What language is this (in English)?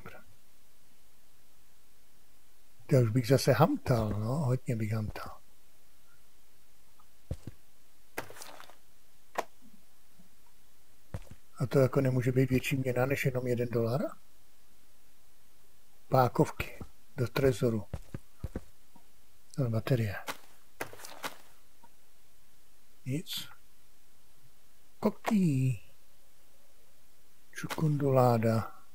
Czech